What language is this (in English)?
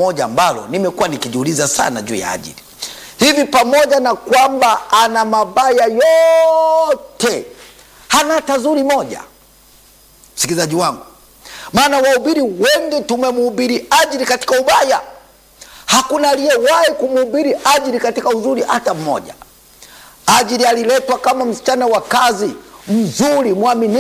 Swahili